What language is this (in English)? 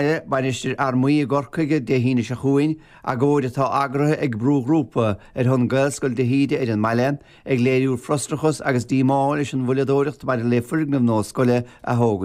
Irish